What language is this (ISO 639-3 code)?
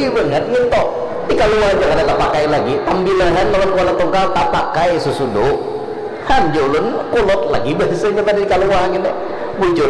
bjn